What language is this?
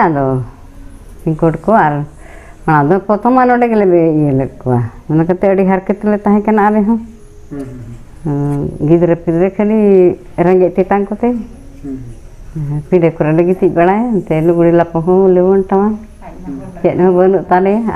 Santali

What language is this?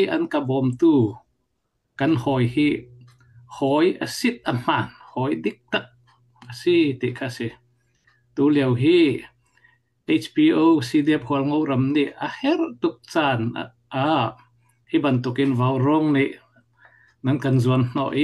Falam Chin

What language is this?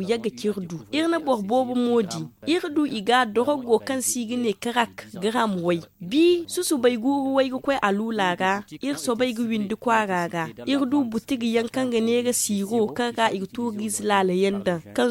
Zarma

